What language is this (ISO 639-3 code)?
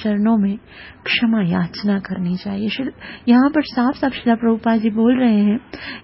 hin